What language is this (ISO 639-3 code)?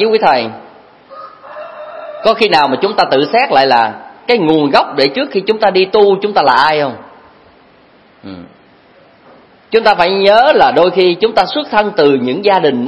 vie